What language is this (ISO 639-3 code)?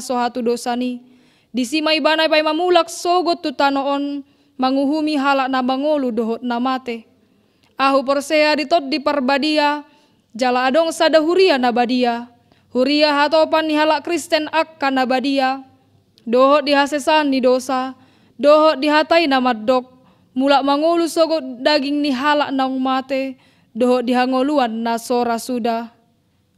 bbc